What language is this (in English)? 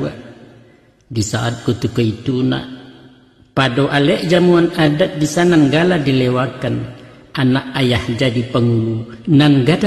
Minangkabau